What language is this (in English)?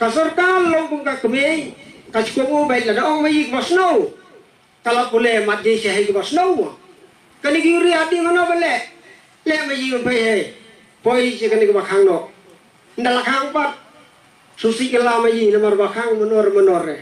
Khasi